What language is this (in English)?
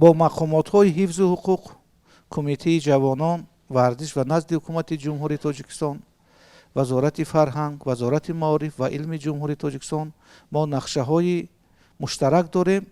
Tajik